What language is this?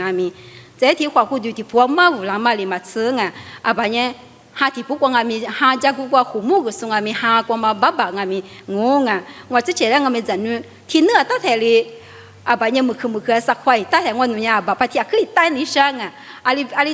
Lisu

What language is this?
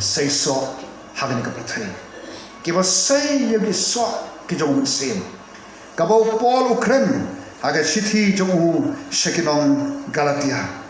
Khasi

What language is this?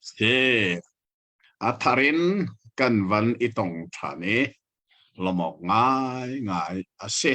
Hakha Chin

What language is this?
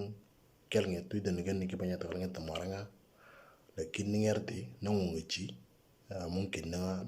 Moro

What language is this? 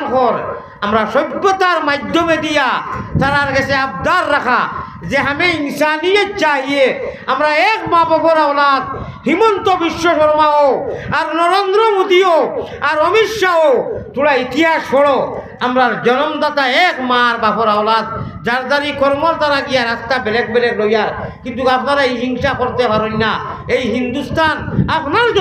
Sylheti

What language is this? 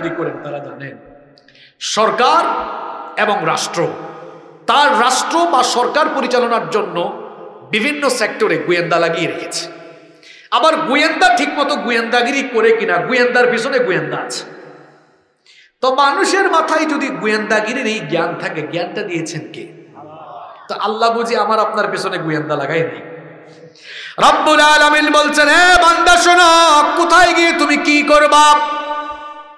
Bangla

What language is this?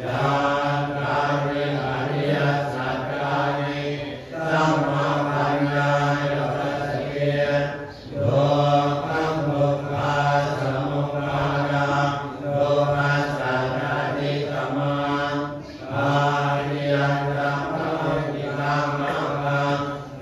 Pali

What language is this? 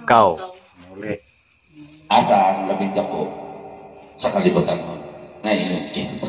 Cebuano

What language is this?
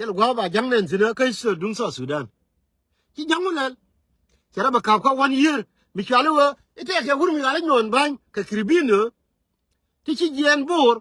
Nuer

